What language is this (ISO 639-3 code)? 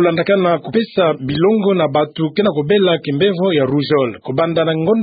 ktu